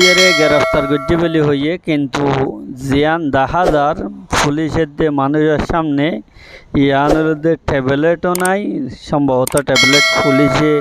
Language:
Rohingya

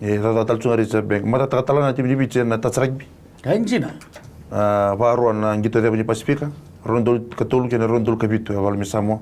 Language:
Fijian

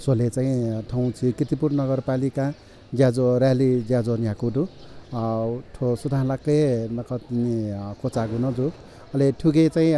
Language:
Newari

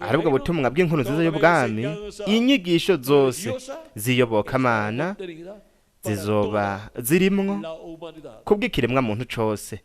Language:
Rundi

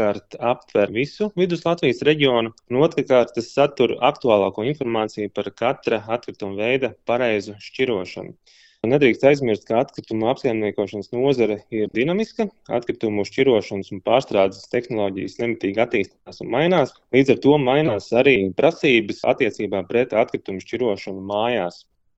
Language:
Latvian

